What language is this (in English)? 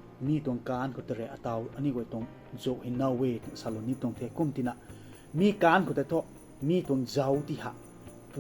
Rongmei Naga